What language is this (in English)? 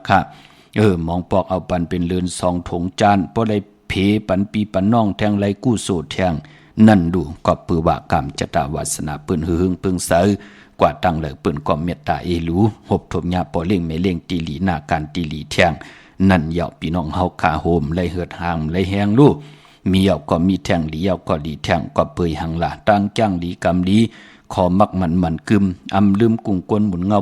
Shan